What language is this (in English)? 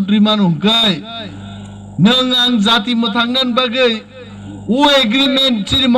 Kok Borok